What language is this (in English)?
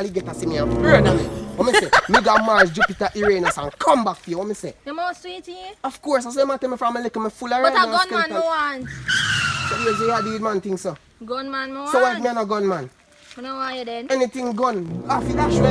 Jamaican Creole English